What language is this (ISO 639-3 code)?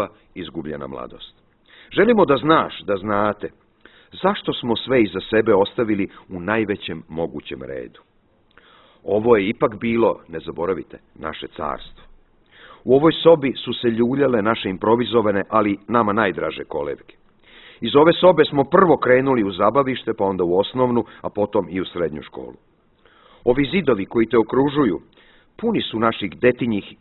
srp